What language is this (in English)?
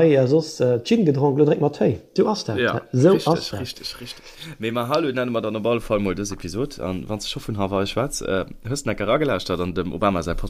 Luxembourgish